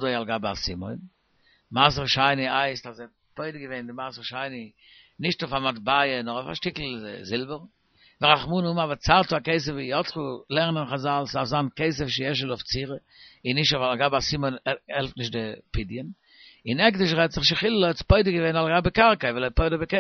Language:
Yiddish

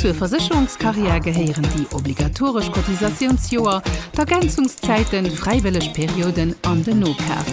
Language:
Luxembourgish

